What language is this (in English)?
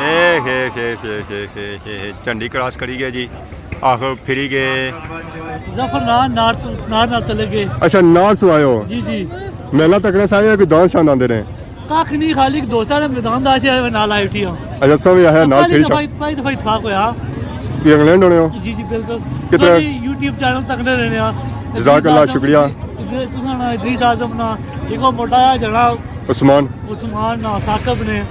Pahari-Potwari